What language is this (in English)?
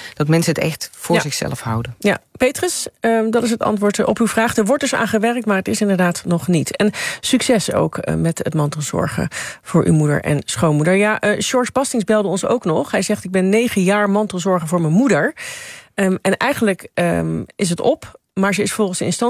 Dutch